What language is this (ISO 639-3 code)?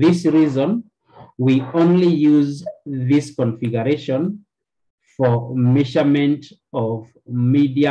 eng